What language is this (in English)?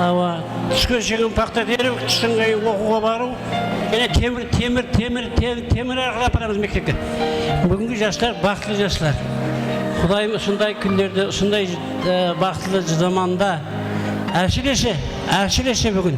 Kara-Kalpak